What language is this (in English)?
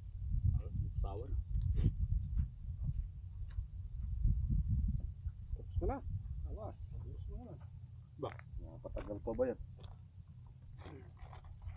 Filipino